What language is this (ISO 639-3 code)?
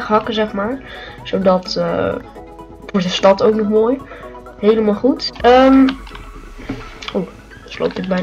nld